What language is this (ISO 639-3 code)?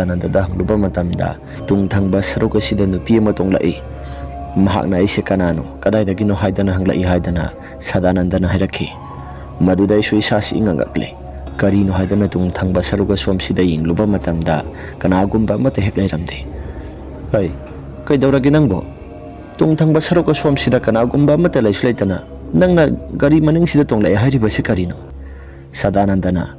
mni